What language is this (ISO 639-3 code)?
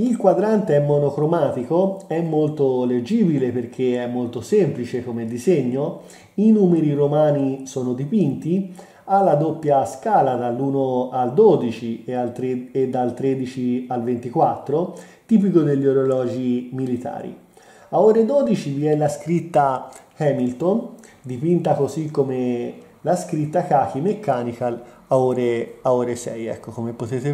ita